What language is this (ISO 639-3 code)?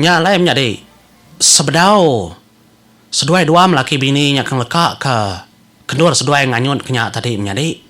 iba